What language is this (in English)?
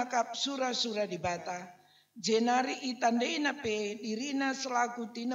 Batak Karo